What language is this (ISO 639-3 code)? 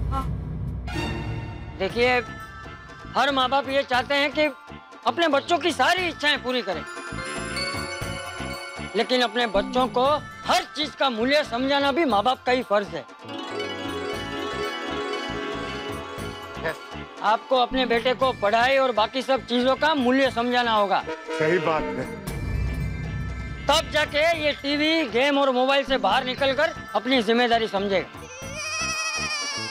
hin